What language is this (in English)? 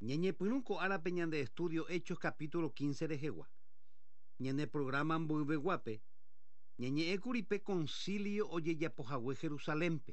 Guarani